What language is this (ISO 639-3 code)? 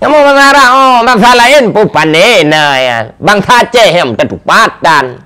ace